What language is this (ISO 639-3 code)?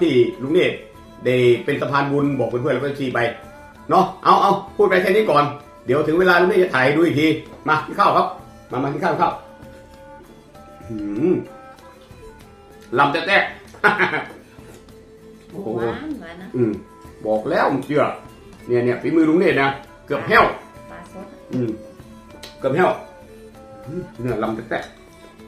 tha